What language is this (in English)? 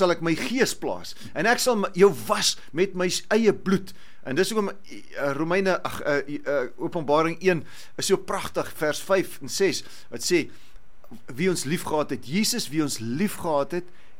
Afrikaans